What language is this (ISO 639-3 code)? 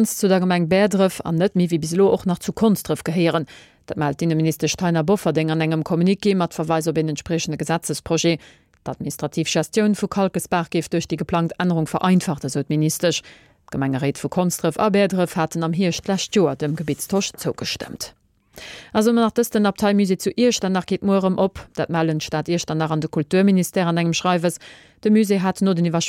ltz